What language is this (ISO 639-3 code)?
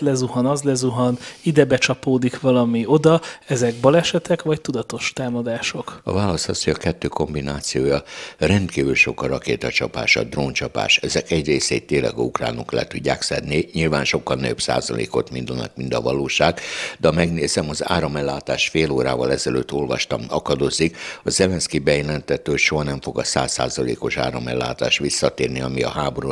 hun